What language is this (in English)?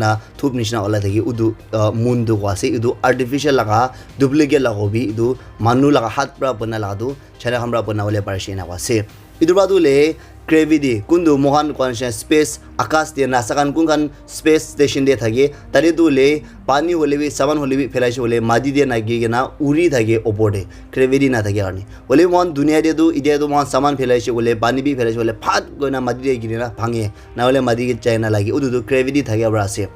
Naga Pidgin